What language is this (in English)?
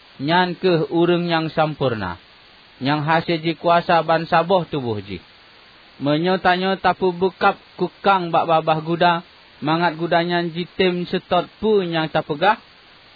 Achinese